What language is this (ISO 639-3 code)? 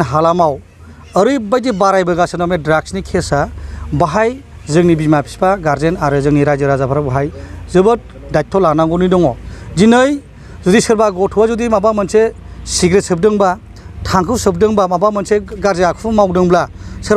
brx